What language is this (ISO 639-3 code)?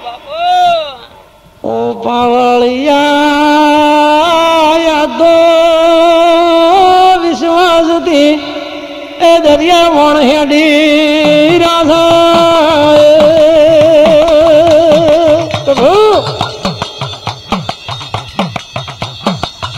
guj